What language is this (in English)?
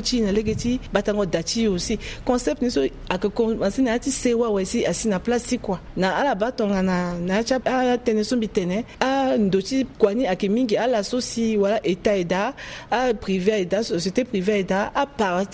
Sango